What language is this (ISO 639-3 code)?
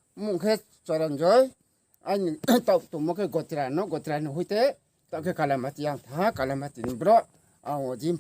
ria